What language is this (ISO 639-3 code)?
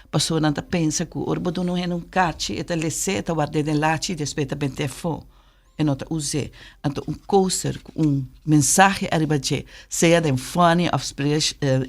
pap